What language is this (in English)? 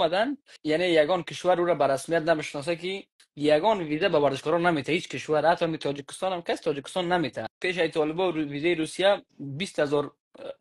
Persian